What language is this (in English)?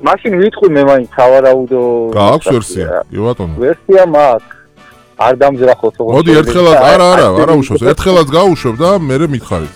Georgian